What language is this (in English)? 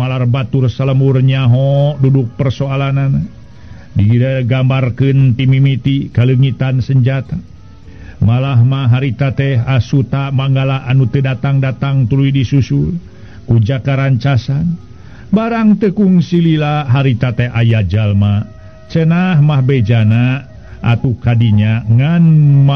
Sundanese